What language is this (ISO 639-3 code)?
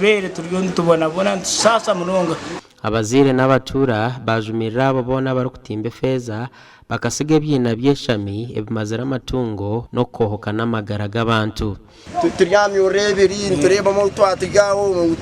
nyn